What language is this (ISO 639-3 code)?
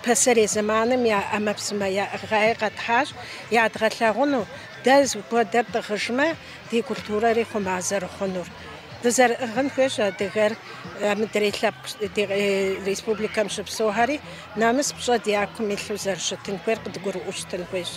kbd